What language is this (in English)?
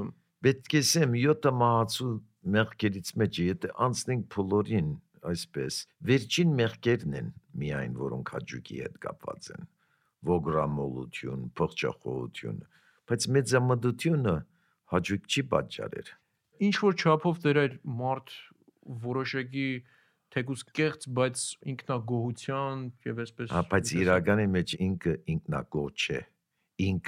Armenian